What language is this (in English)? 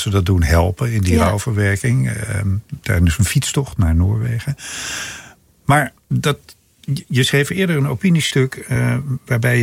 Dutch